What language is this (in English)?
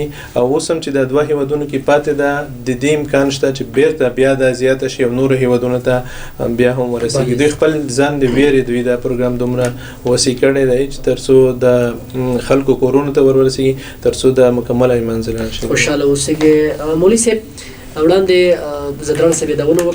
Pashto